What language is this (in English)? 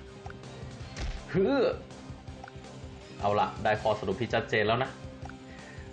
Thai